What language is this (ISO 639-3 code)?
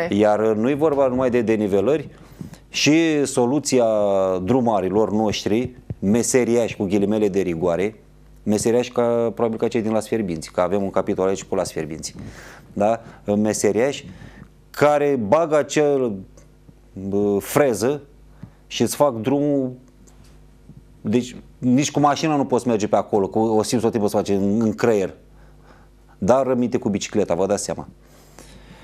ron